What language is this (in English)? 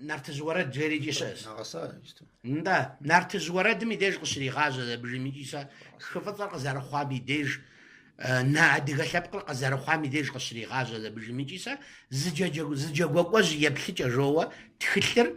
Kabardian